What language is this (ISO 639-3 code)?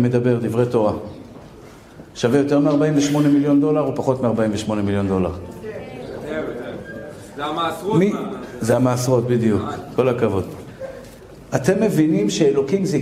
heb